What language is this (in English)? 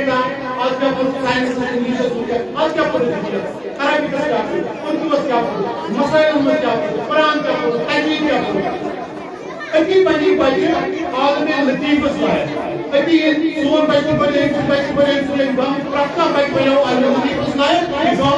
Kashmiri